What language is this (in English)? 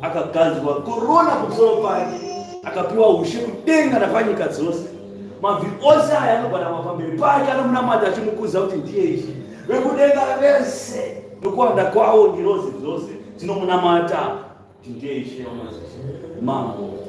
Shona